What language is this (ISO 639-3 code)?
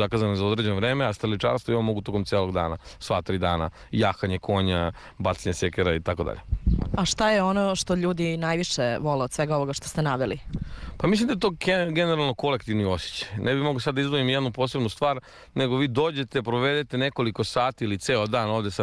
srp